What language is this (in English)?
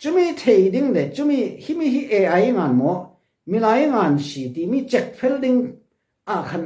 Falam Chin